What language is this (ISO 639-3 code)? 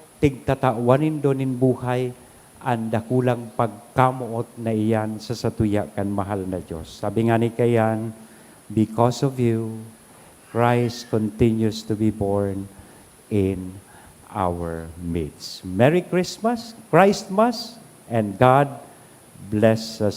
bik